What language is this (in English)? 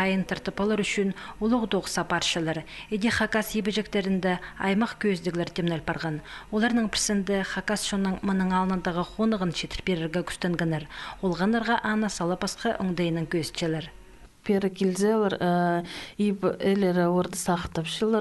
Khakas